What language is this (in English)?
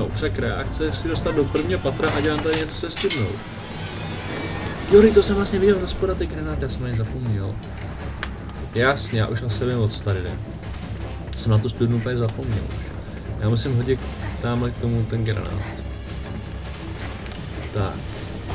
Czech